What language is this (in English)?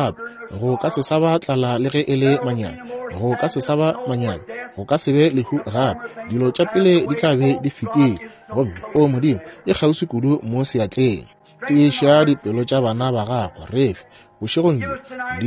Northern Sotho